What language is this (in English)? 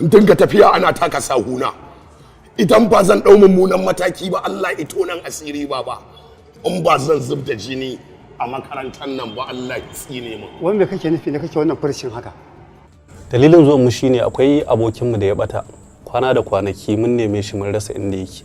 Hausa